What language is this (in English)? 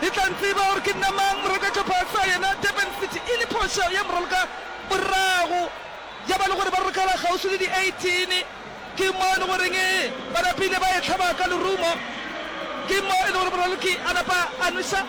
Northern Sotho